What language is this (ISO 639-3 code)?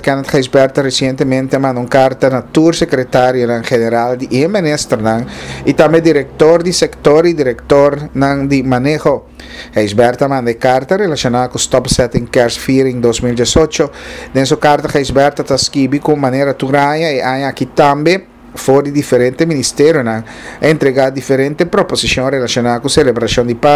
pap